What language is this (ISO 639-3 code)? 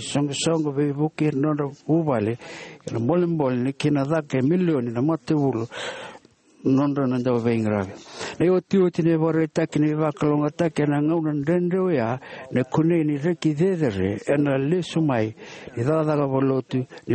fij